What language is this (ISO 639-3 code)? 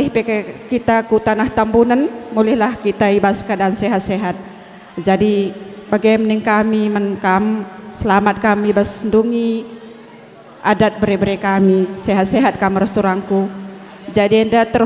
btx